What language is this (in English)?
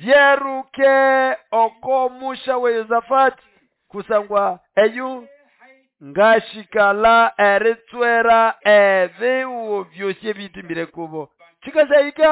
Nande